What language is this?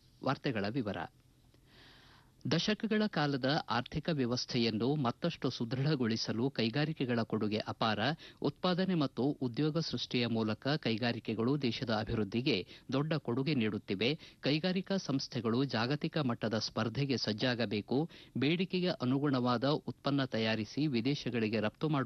Kannada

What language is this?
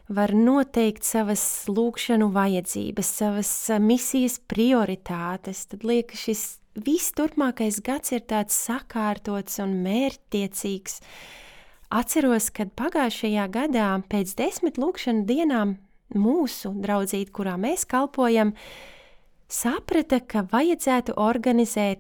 Latvian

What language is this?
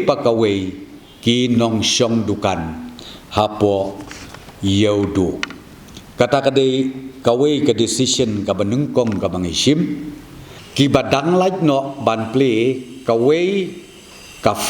Khasi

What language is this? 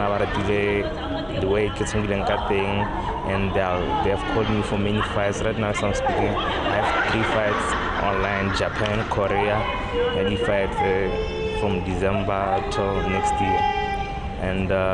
Tswana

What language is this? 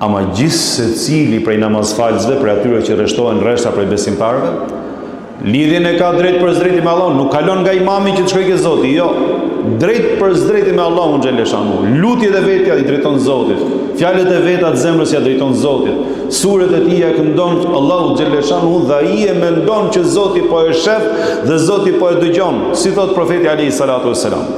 Albanian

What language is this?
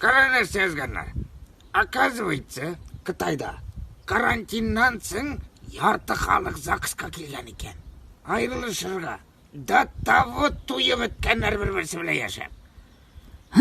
Tatar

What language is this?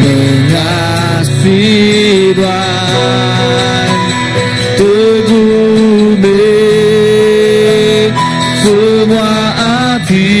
Iban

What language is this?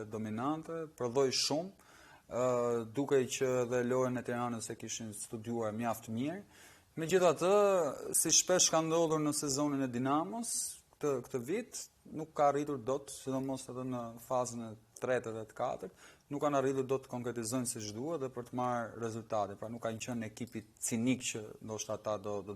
Albanian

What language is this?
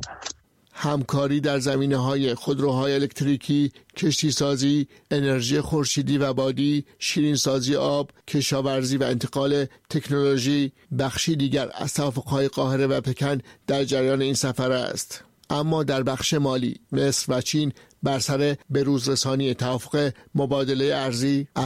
Persian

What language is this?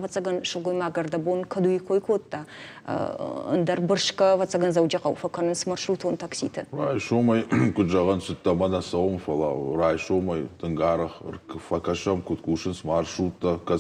Ossetic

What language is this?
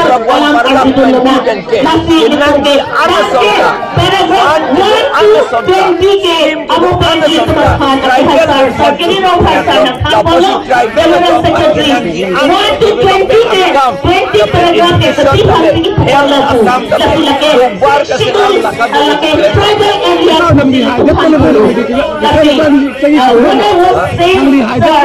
Karbi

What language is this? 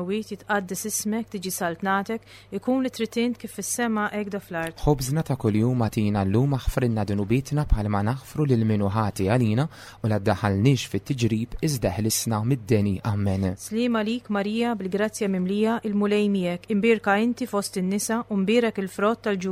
Maltese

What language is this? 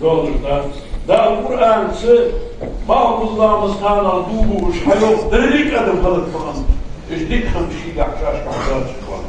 Ingush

